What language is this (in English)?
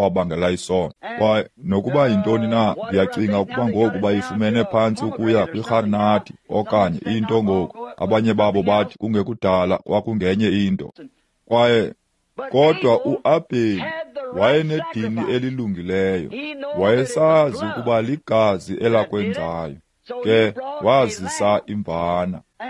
Xhosa